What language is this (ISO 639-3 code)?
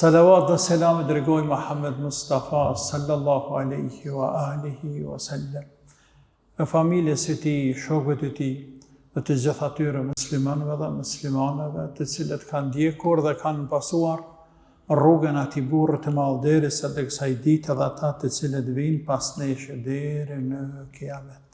sqi